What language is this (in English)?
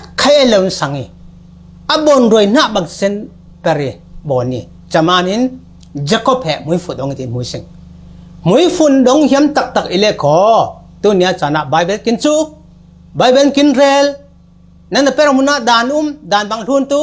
Falam Chin